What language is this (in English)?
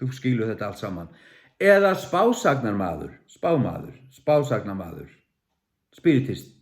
Faroese